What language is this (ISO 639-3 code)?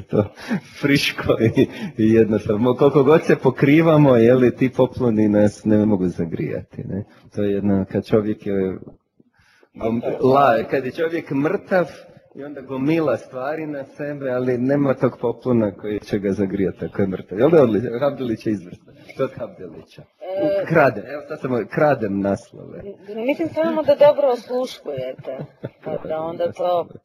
hrv